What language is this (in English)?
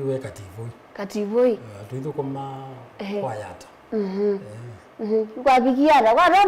Kamba